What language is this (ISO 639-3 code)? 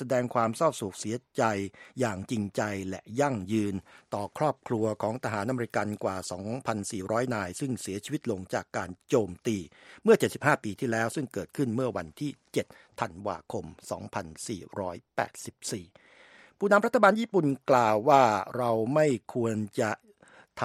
tha